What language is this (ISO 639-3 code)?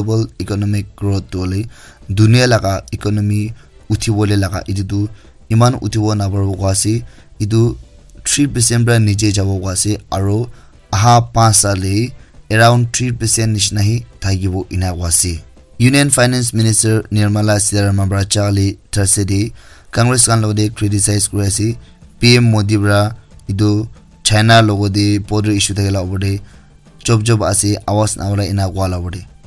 nag